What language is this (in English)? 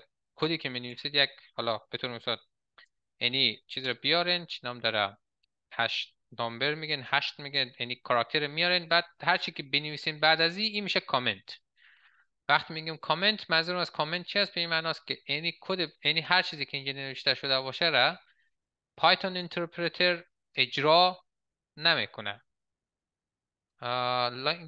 Persian